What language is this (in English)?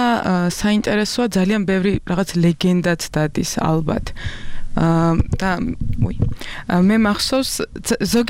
Georgian